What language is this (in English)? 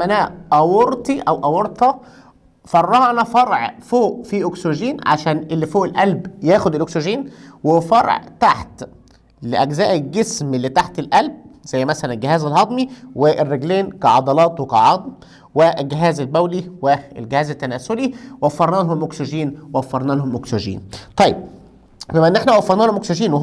Egyptian Arabic